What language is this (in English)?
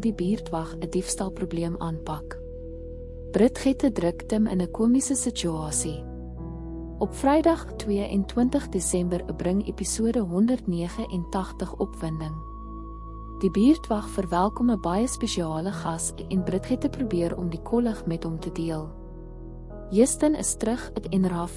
Afrikaans